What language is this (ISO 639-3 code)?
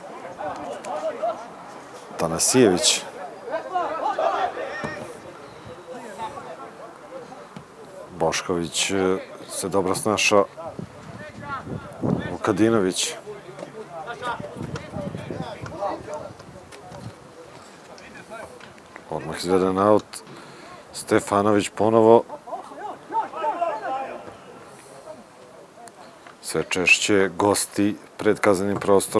srp